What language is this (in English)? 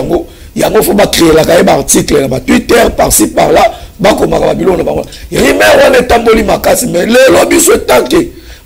Lingala